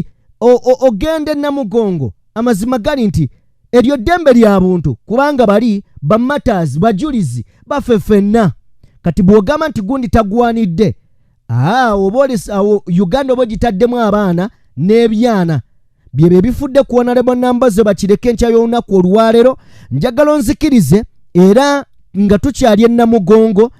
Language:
Ganda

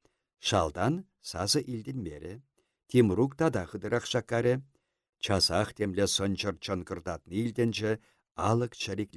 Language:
Chuvash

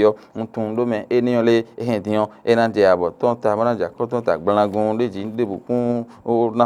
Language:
Fon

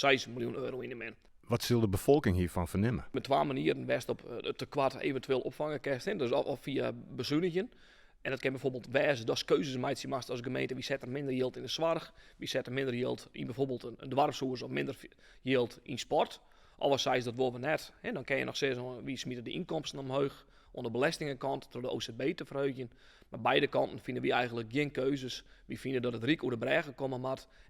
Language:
Western Frisian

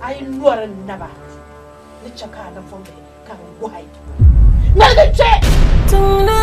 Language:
Dagbani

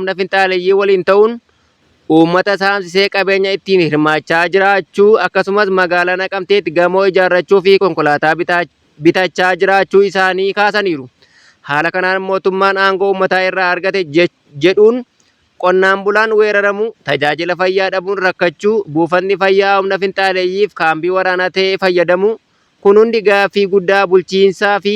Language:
Oromo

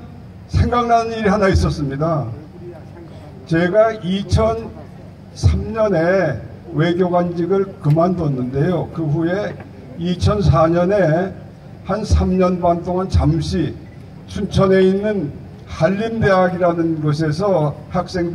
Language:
Korean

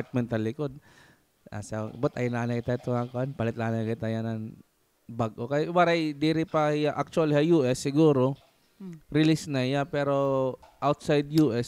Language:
Waray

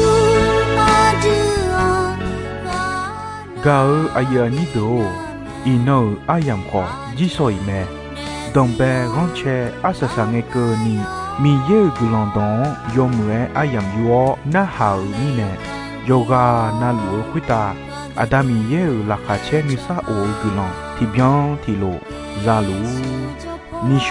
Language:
Akha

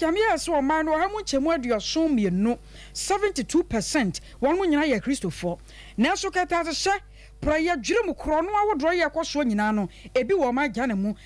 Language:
Akan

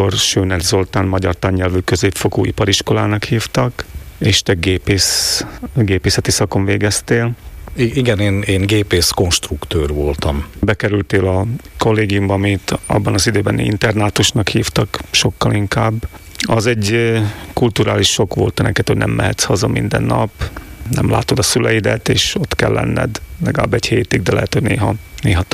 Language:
Hungarian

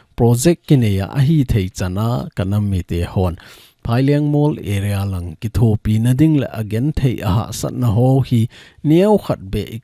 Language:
Thado Chin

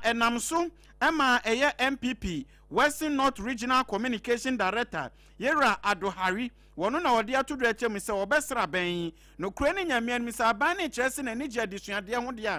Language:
Akan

